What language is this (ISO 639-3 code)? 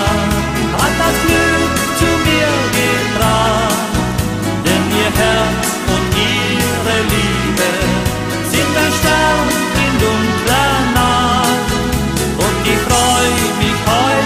deu